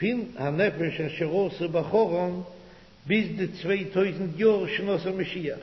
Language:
Yiddish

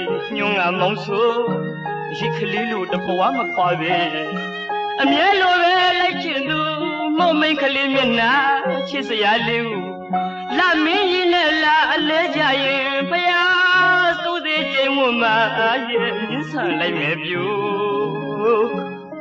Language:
Burmese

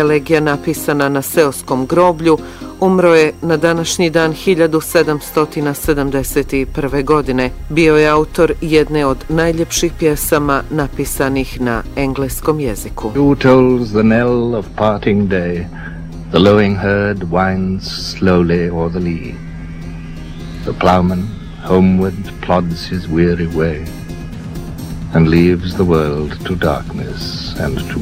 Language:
Bosnian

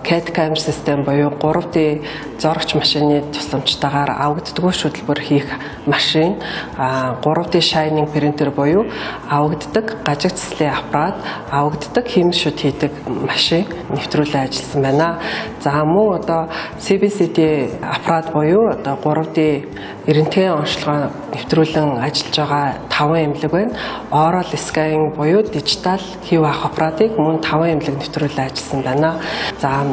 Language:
Mongolian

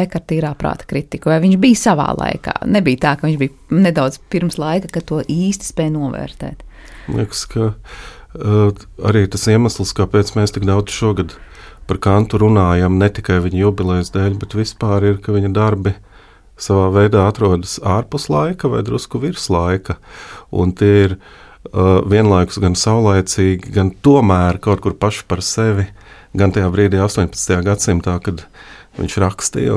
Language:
Latvian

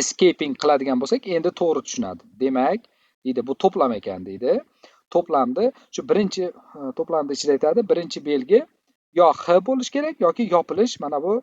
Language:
Uzbek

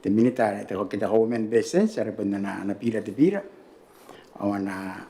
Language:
Gilbertese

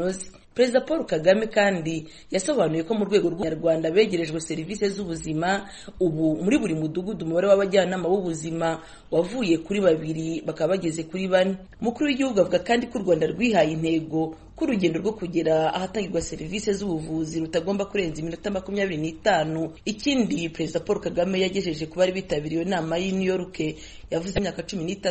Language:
Kinyarwanda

